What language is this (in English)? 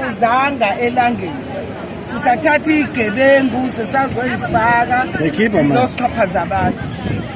Zulu